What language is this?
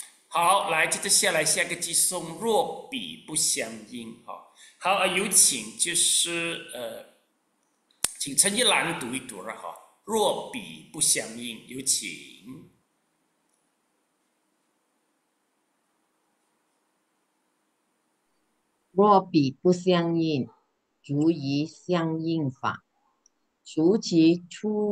Chinese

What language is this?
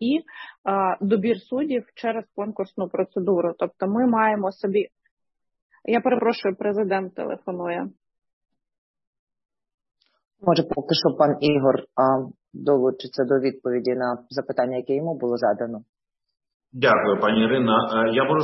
Ukrainian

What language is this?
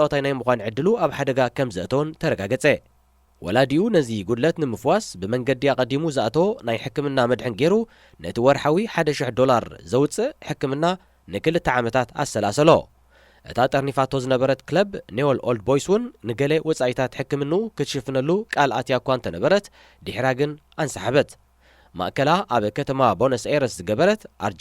Tigrinya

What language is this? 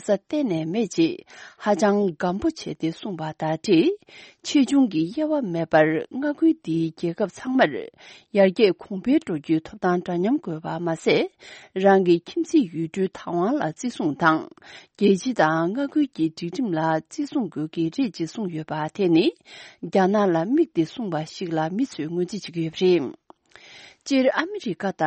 Tibetan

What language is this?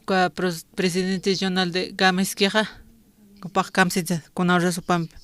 Aymara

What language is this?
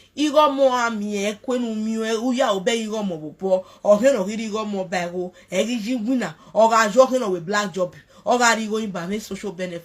Nigerian Pidgin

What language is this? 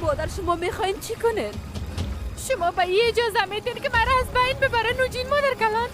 Persian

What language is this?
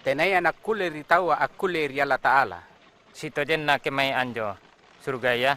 Makasar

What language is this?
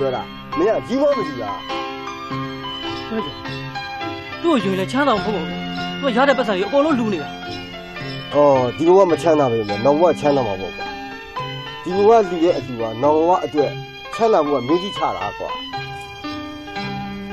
Burmese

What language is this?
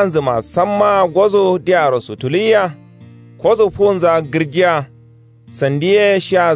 Kanuri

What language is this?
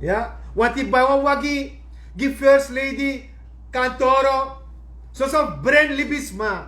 Sranan Tongo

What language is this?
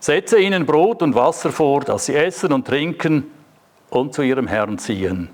Swiss German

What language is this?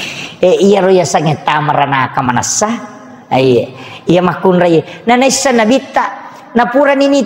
Buginese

